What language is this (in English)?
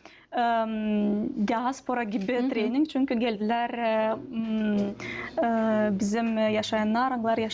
Gagauz